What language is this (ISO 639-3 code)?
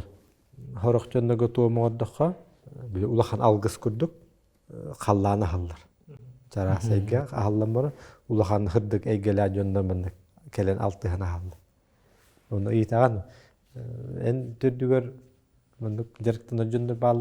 sah